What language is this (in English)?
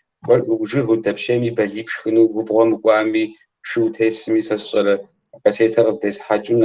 Kabardian